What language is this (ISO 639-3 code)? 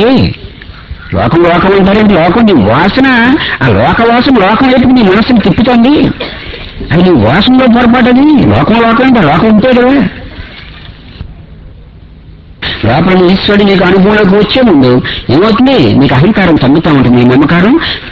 tel